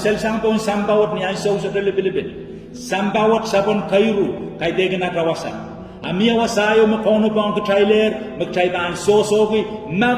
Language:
Pohnpeian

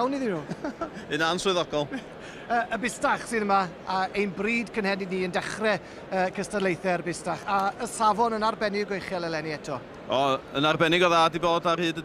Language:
Welsh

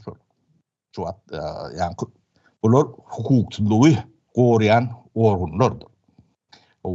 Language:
Turkmen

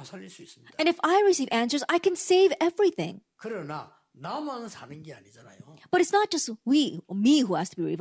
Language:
Korean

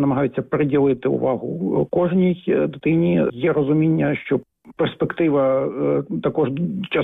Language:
Ukrainian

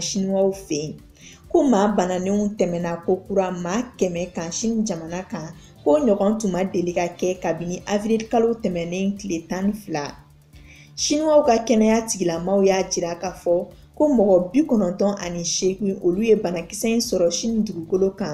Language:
Bambara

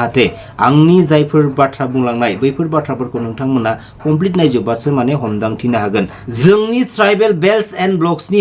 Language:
Bodo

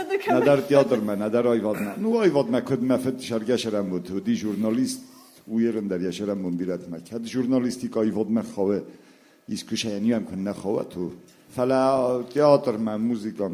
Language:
Ossetic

